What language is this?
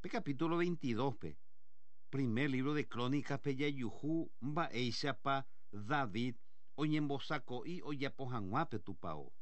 Guarani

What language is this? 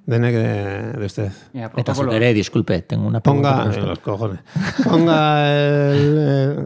Basque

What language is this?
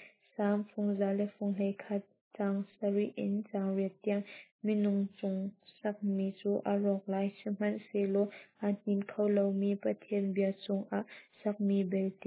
Hakha Chin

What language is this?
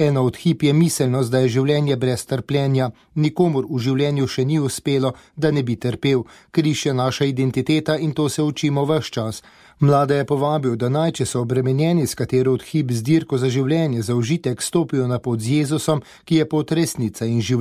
Slovenian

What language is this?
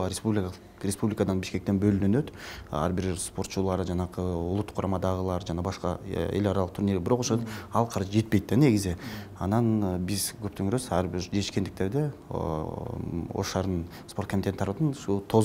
Kyrgyz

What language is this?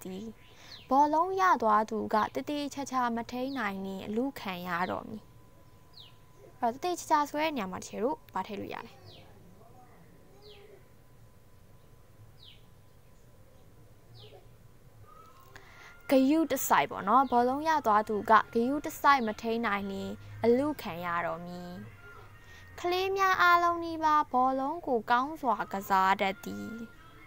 Burmese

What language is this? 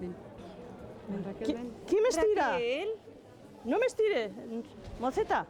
Aragonese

